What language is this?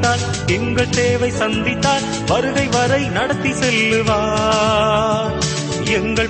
Tamil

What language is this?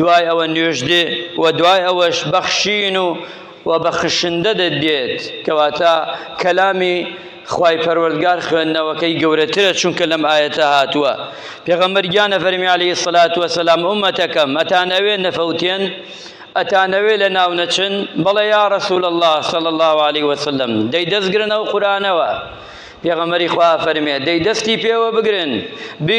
Central Kurdish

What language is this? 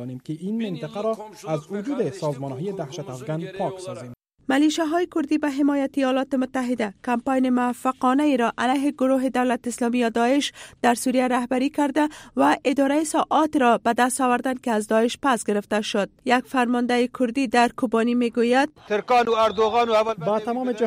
Persian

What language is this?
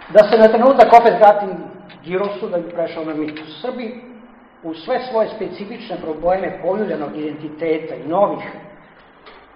Serbian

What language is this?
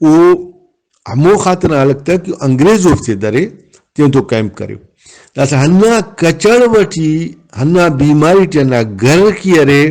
Brahui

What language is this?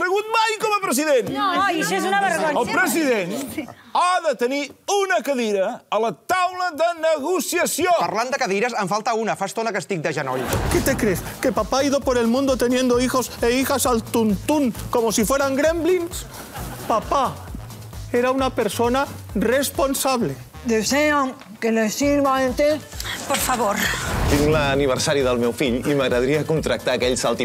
Catalan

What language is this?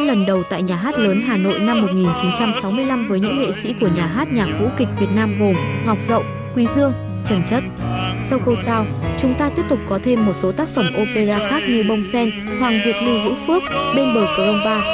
Vietnamese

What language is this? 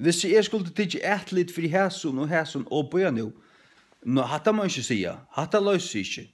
Faroese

